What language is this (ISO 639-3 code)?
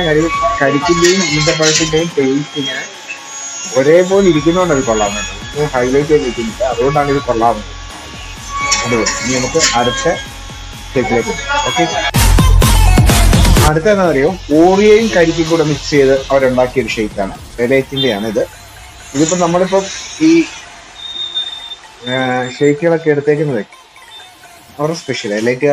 mal